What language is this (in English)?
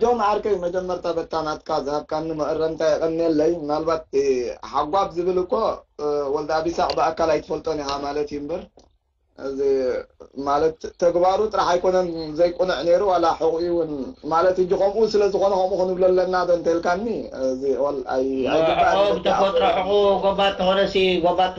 Tigrinya